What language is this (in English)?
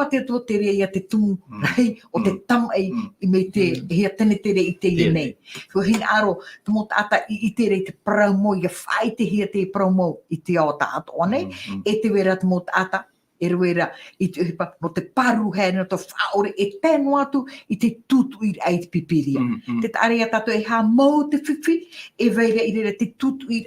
Tahitian